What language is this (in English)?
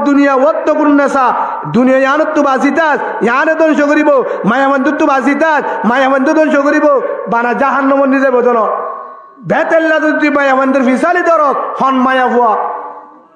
Rohingya